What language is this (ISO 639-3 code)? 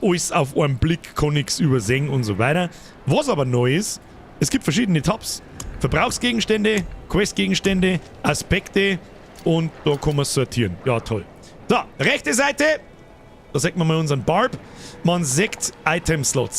bar